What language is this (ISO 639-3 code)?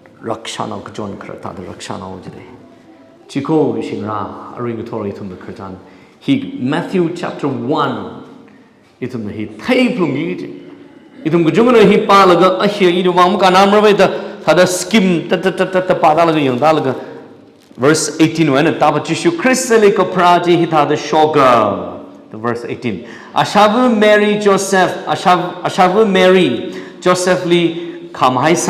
nmf